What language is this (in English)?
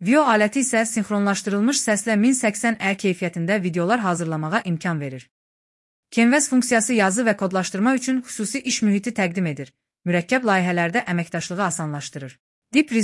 Azerbaijani